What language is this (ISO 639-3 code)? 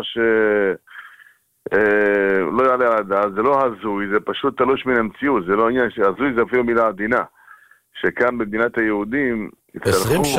heb